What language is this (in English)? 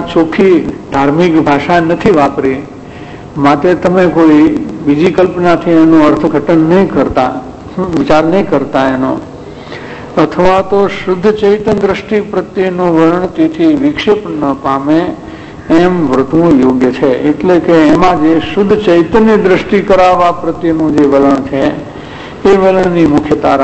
Gujarati